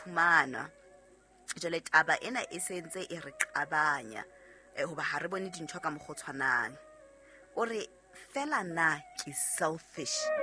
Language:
Southern Sotho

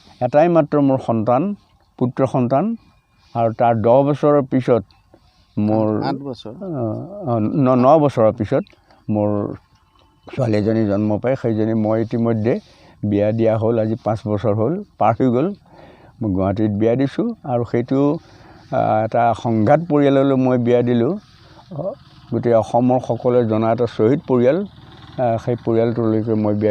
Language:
Assamese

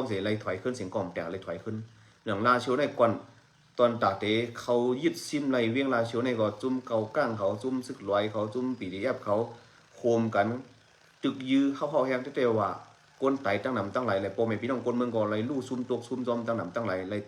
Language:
Shan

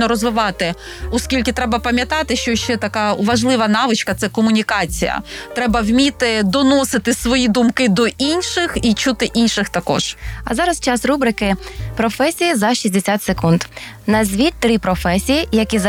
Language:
Ukrainian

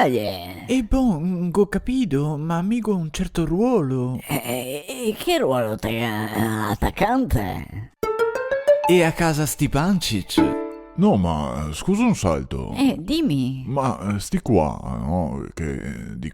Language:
Venetian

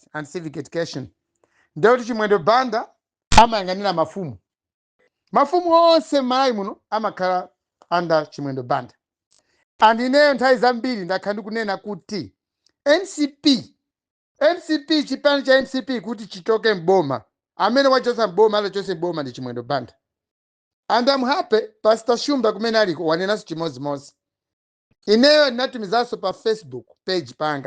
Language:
Nyanja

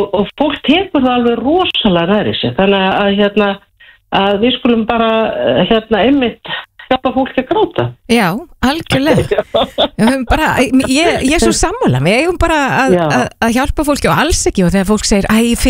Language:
Icelandic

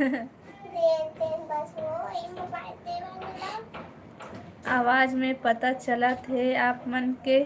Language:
Chhattisgarhi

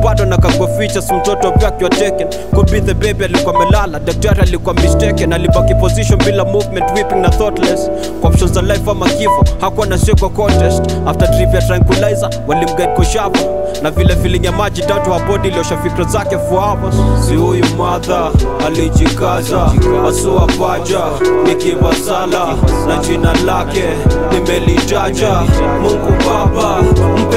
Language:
Swahili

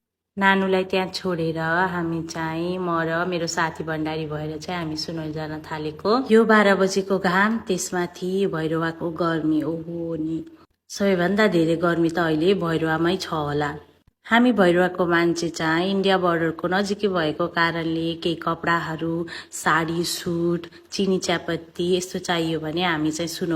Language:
Nepali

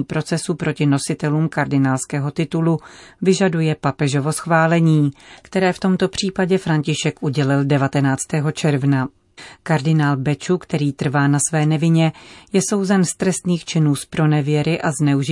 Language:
Czech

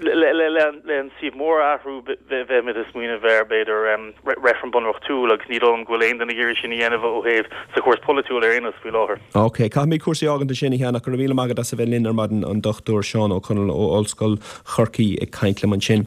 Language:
Irish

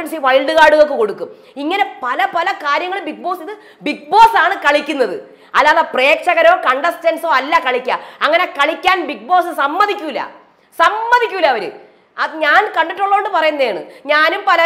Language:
Malayalam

